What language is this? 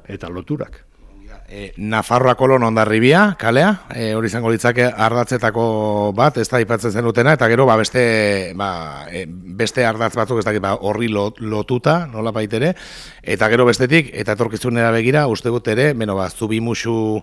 Basque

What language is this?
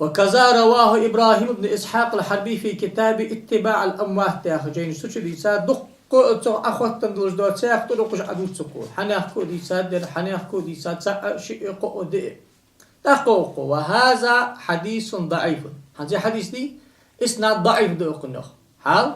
Ingush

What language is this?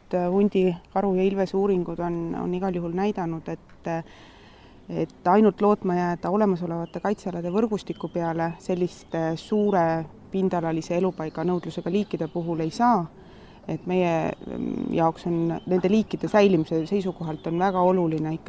Estonian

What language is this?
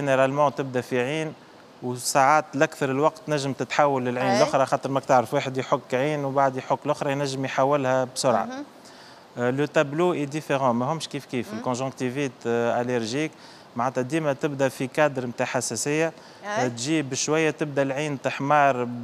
Tunisian Arabic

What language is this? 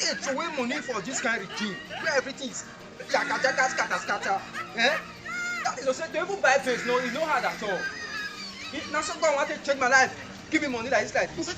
Nigerian Pidgin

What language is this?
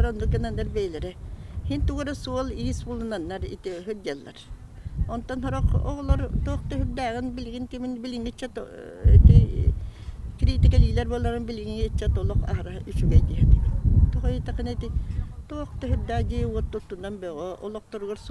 Yakut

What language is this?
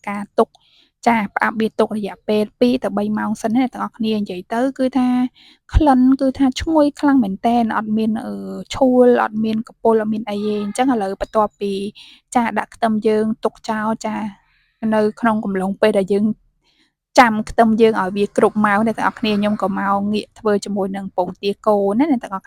Khmer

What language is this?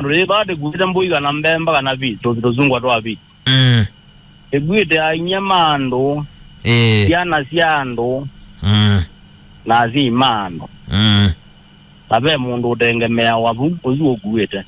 Kamba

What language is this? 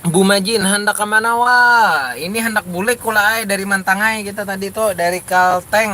Banjar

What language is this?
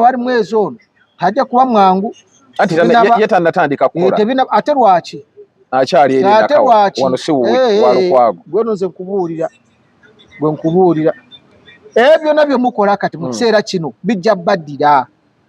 Ganda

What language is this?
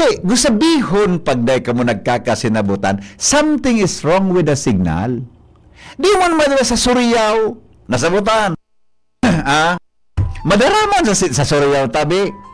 Bikol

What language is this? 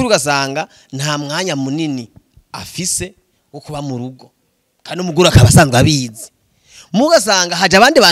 Rundi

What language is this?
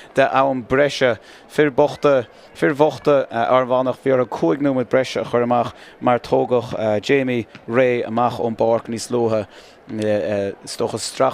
Irish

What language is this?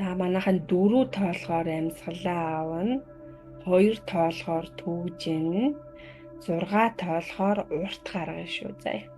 Mongolian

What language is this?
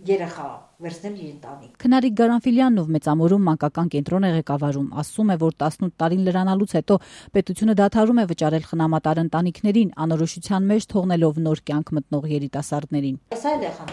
Armenian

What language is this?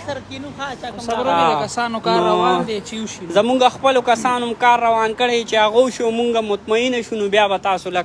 Pashto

